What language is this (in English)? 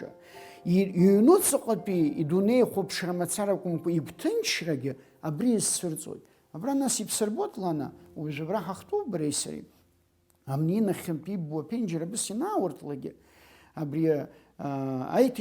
Abkhazian